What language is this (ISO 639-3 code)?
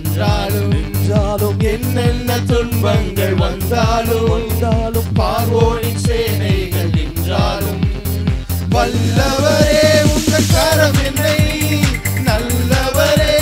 tam